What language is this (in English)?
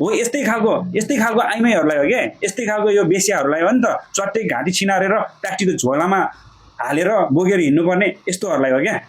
Nepali